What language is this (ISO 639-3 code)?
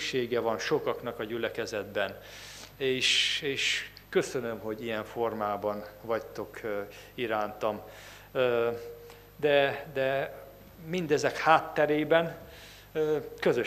hun